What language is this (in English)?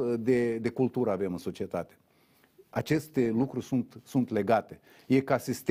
Romanian